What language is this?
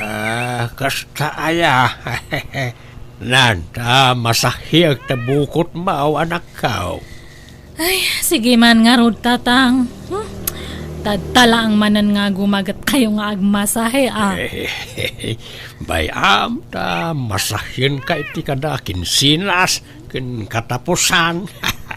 Iloko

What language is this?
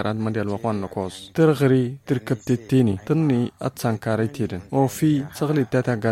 Tamasheq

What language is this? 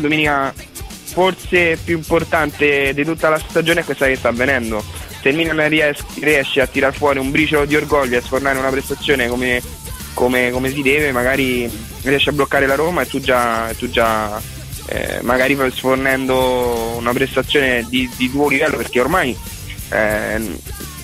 Italian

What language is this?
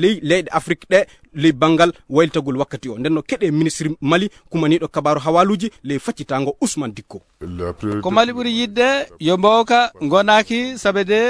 Fula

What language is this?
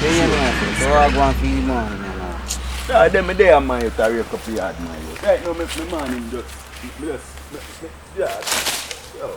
Jamaican Creole English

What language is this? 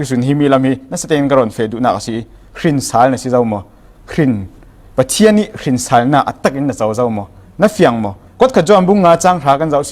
Falam Chin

